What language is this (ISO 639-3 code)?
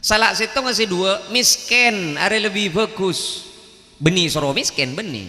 mad